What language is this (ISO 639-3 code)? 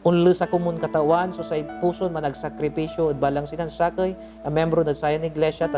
pag